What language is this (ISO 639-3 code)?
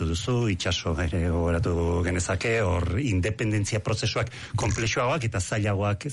eus